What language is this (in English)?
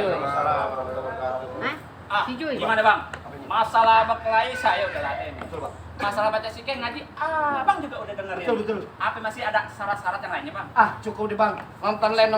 Betawi